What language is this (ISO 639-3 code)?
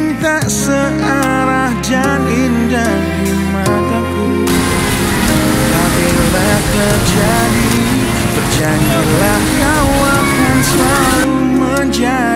ind